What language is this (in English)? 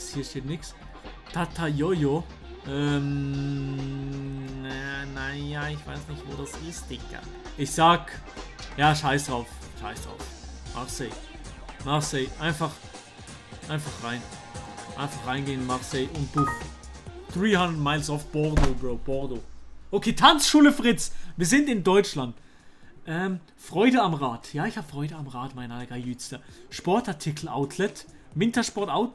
Swiss German